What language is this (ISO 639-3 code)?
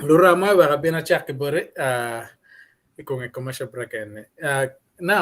ach